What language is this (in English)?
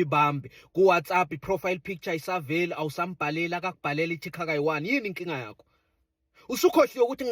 Zulu